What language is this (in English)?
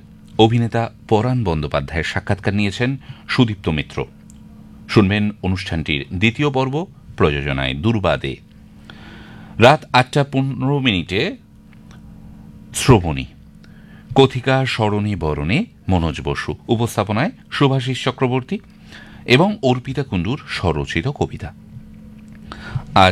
Bangla